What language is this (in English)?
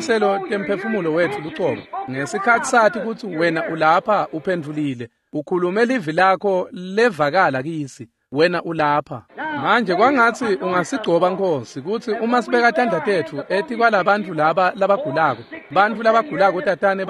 Swati